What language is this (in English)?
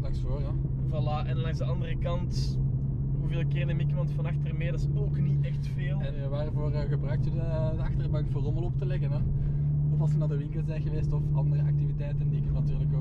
Dutch